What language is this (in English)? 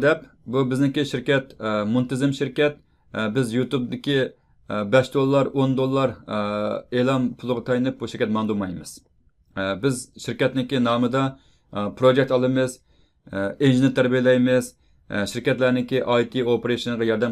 Uyghur